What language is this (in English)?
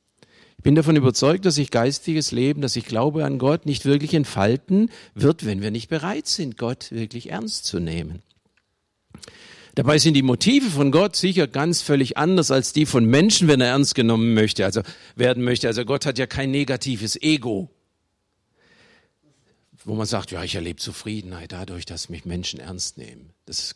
German